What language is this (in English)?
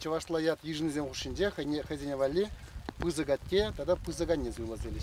Chuvash